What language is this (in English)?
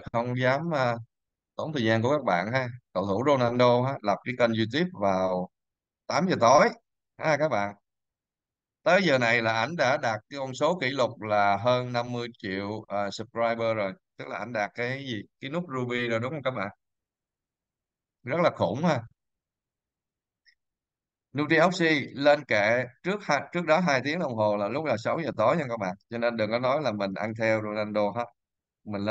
Vietnamese